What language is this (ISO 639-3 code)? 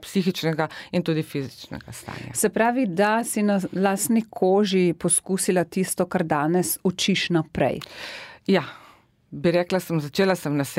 slv